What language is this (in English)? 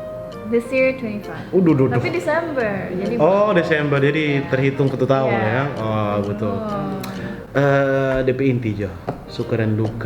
Manado Malay